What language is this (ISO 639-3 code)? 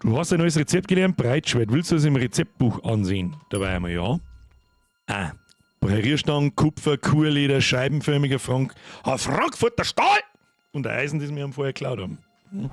bar